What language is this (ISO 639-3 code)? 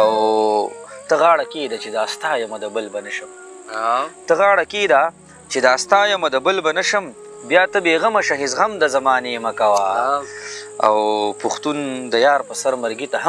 pus